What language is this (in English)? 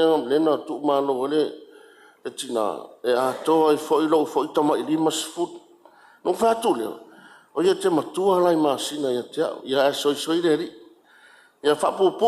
Samoan